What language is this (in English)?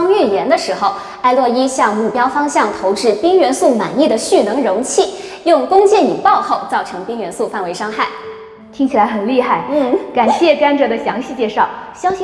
Chinese